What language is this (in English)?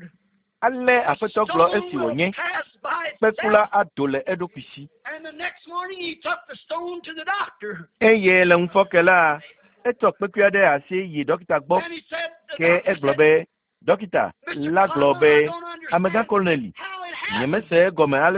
Ewe